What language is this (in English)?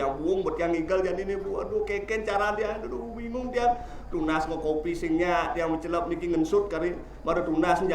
Balinese